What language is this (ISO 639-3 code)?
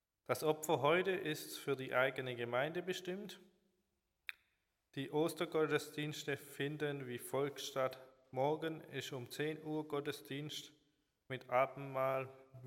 deu